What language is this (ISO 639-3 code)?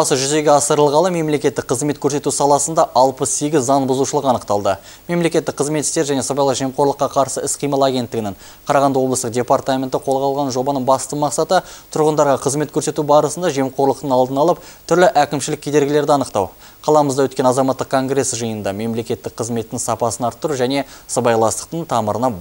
kaz